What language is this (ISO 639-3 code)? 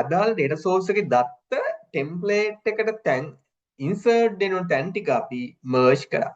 sin